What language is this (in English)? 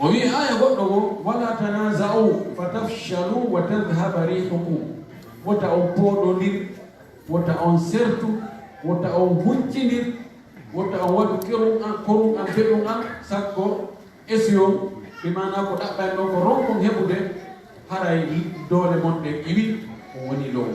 Fula